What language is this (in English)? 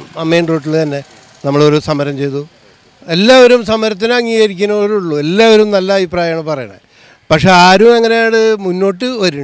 Malayalam